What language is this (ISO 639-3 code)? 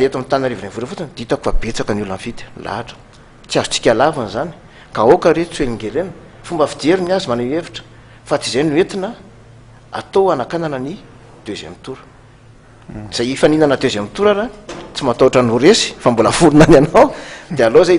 mlg